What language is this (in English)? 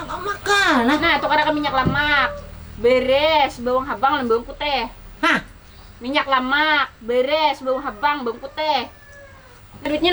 Banjar